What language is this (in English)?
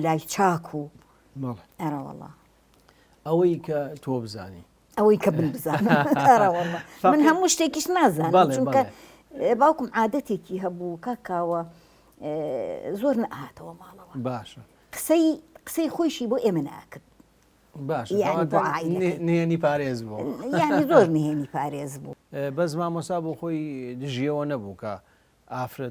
Central Kurdish